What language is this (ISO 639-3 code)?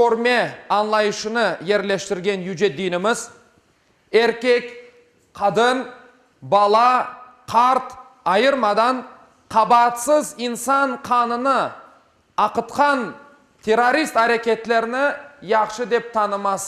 crh